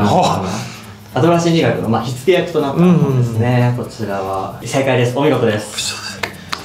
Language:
Japanese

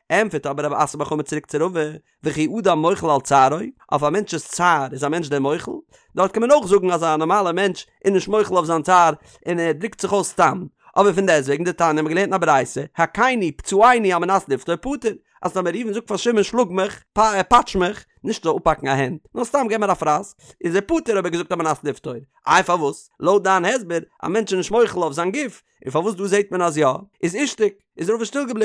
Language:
Yiddish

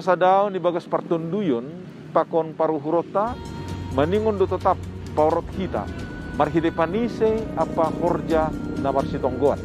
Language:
Batak Simalungun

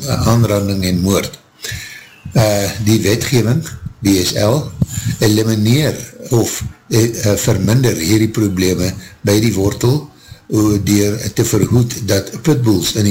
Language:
Afrikaans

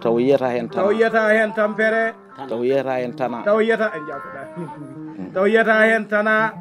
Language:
Fula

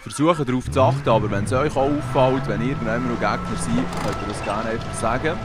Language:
Swiss German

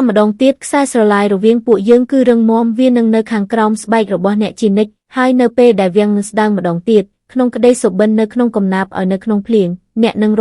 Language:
Khmer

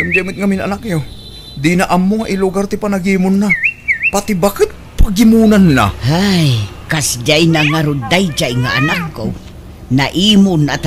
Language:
Iloko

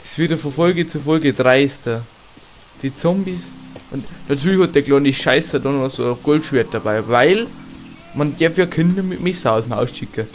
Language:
Bavarian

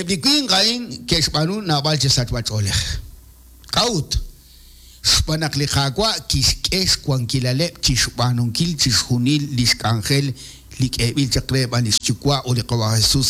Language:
Kekchí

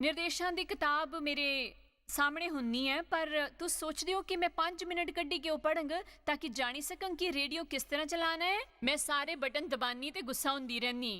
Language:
Dogri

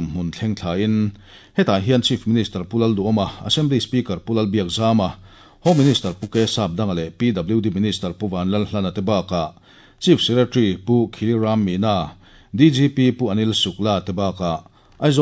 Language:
Mizo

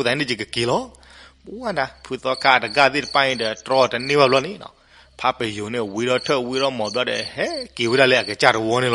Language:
S'gaw Karen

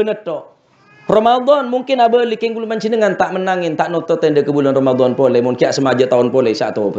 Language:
Madurese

